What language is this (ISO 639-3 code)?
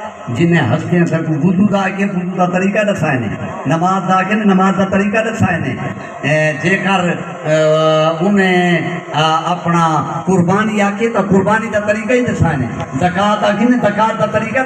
skr